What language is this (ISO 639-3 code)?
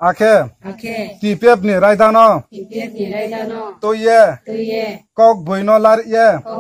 ria